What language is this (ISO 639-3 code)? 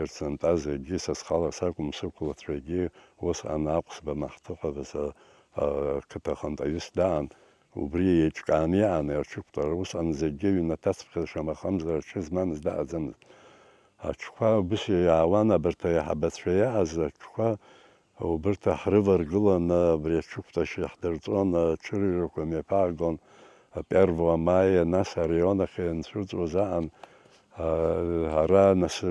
abk